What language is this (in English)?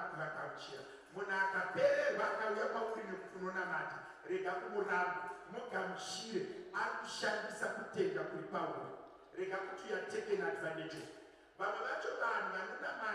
Shona